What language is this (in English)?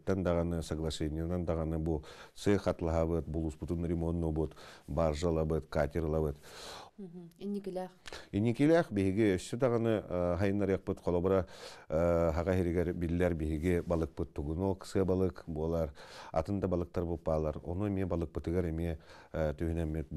Yakut